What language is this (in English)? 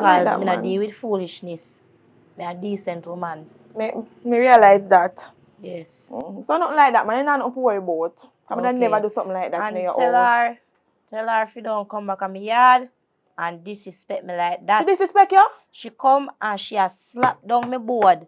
Jamaican Creole English